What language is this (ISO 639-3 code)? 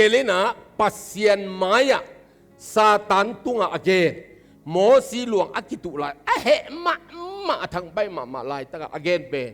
ctd